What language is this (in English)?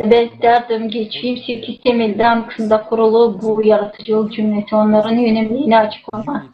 Gagauz